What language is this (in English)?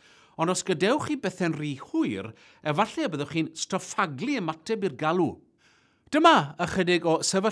Welsh